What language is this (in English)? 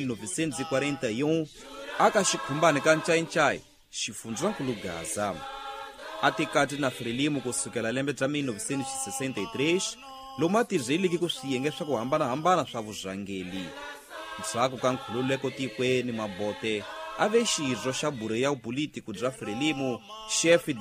Tsonga